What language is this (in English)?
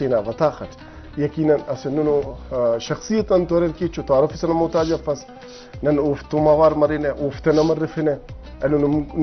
Brahui